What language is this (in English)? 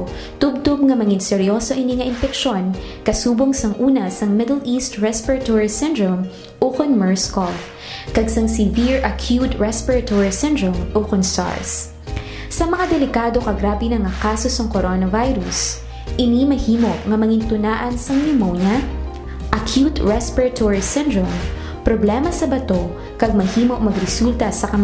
Hiligaynon